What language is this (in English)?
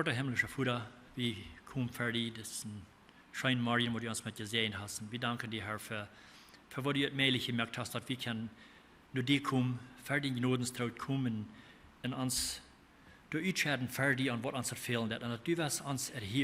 Plautdietsch